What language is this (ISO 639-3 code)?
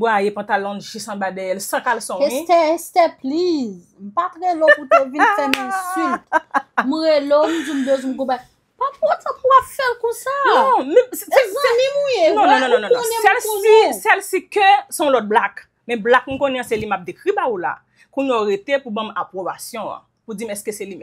hat